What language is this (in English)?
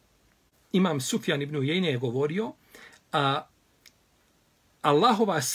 Bosnian